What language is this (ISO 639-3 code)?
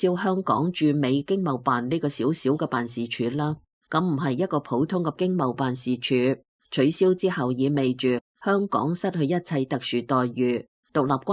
yue